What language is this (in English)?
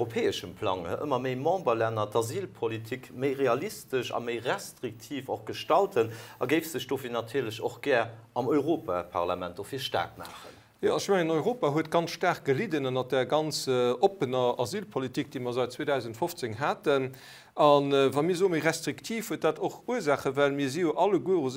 Luxembourgish